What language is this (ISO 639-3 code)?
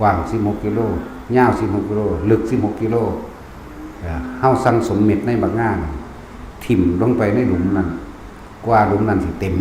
lao